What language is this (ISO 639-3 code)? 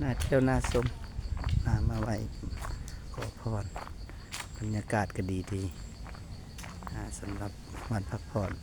lao